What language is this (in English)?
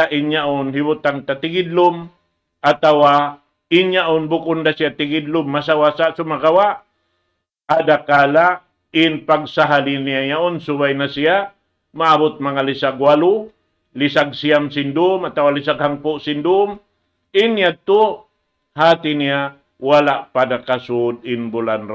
Tausug